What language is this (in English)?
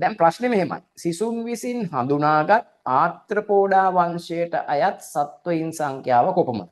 Sinhala